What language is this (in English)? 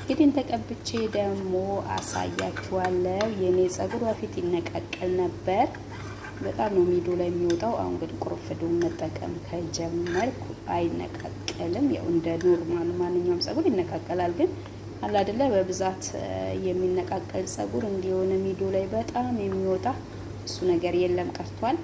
Amharic